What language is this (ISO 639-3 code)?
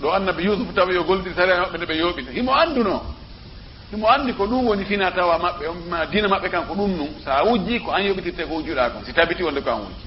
ful